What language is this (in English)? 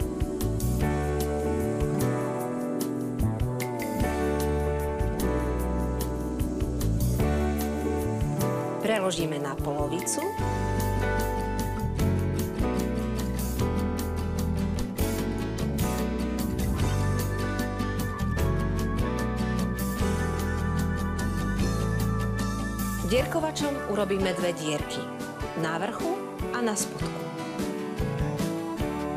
Slovak